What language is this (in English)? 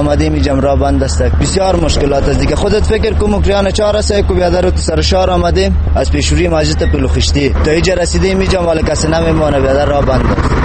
Persian